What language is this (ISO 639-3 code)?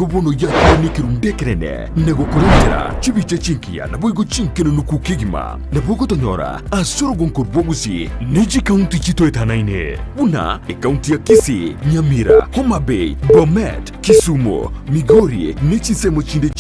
guz